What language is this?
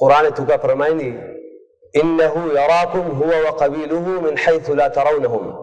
Baluchi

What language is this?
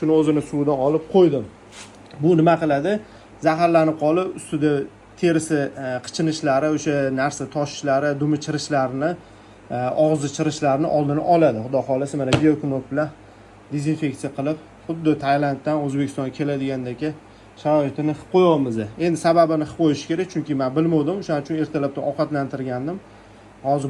Uzbek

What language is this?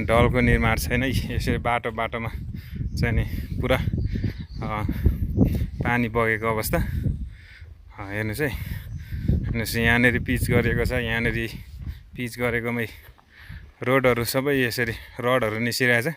Nepali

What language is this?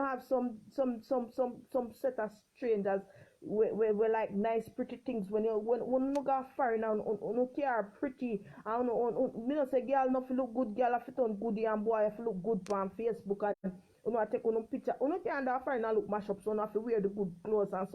Jamaican Creole English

